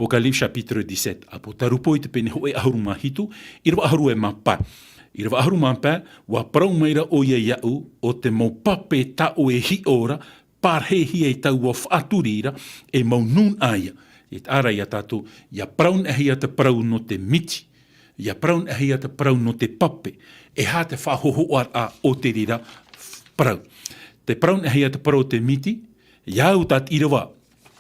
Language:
Tahitian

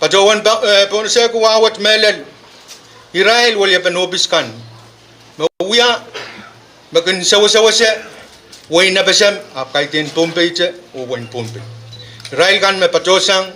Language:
Pohnpeian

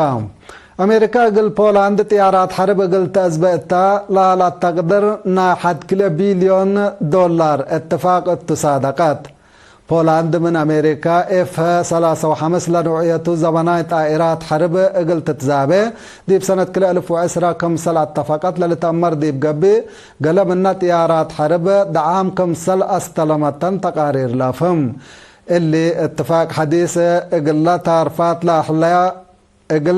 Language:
Tigre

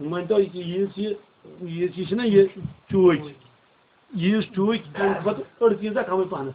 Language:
Kashmiri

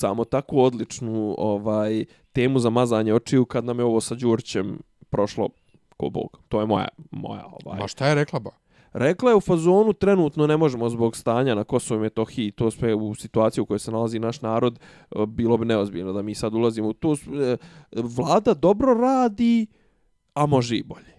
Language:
Bosnian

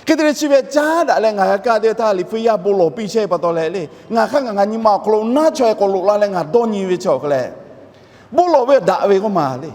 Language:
Lahu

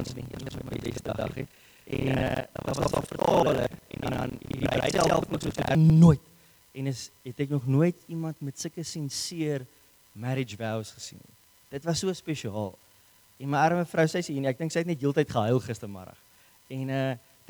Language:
Afrikaans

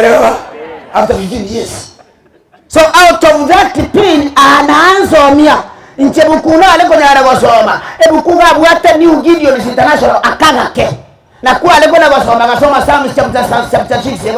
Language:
Gusii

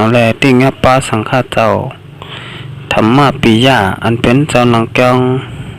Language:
Shan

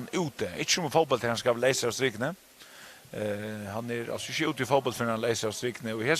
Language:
Faroese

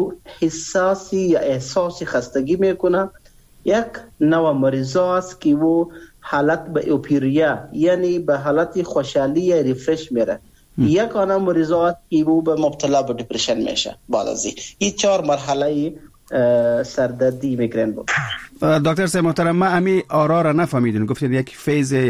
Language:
Persian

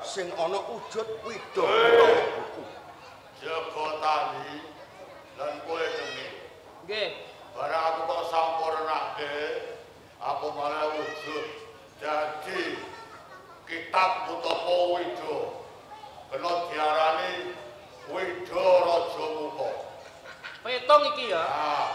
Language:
Javanese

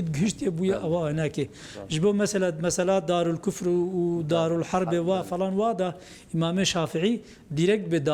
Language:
Kurdish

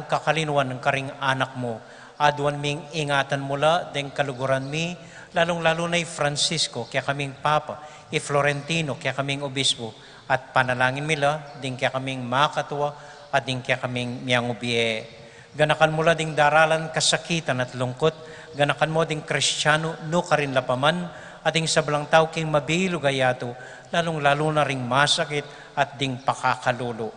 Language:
Pampanga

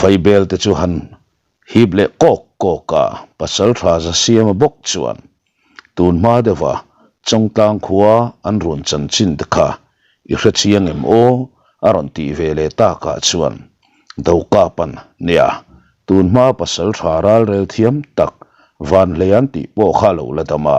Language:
Mizo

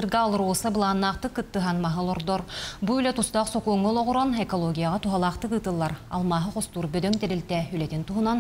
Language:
Yakut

